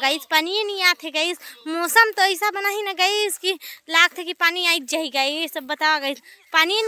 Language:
Chhattisgarhi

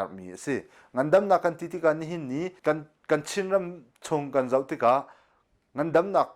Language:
Hakha Chin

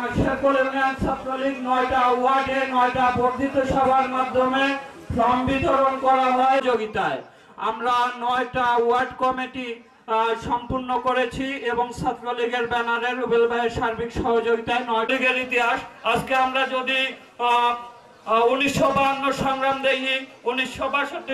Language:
Bangla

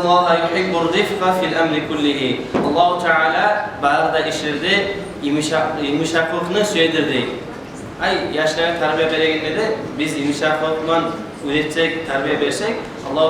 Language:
Kumyk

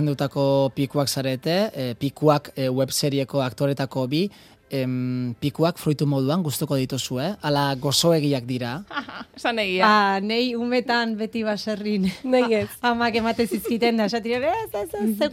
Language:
Basque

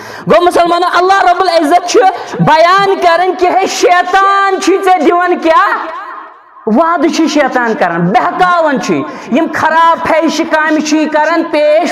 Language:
Kashmiri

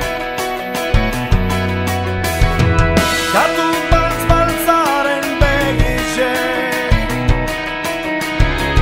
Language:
Basque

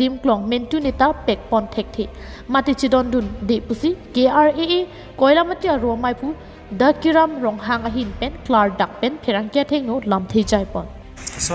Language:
Karbi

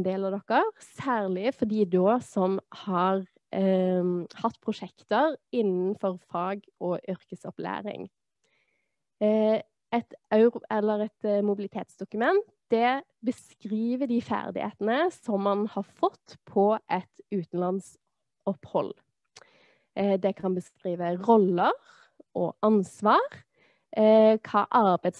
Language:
Norwegian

